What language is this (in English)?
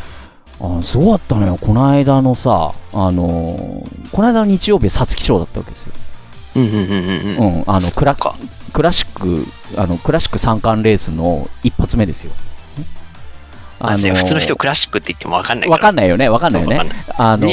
Japanese